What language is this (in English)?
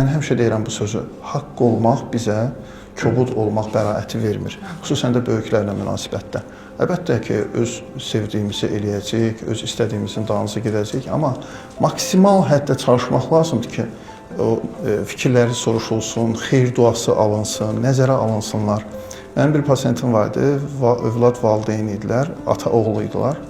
Azerbaijani